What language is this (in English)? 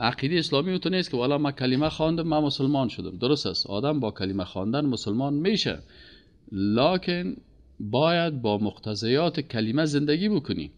Persian